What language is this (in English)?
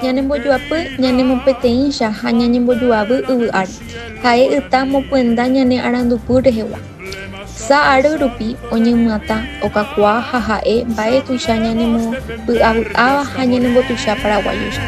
Guarani